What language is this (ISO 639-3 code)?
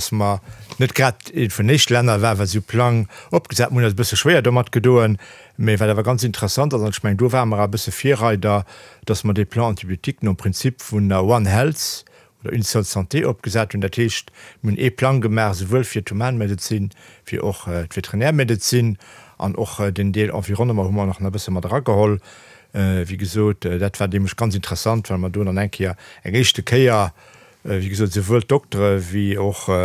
ltz